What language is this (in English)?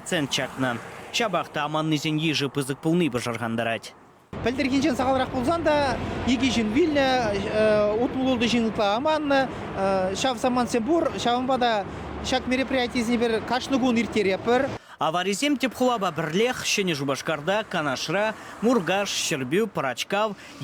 Chuvash